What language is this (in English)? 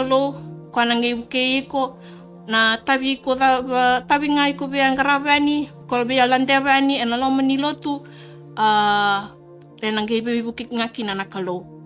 Fijian